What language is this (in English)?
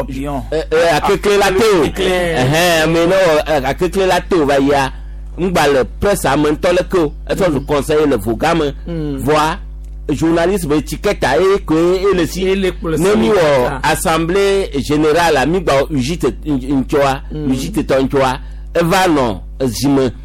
Gen